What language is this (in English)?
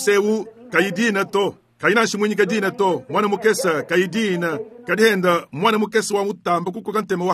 Luba-Lulua